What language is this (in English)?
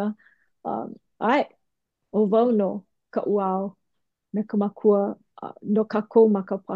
Hawaiian